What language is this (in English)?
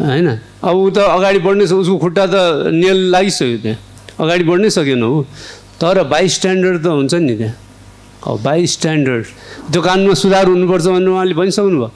Nepali